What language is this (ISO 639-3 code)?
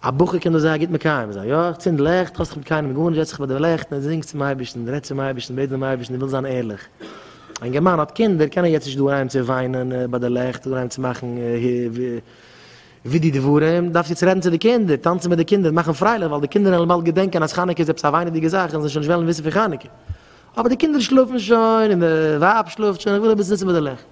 yid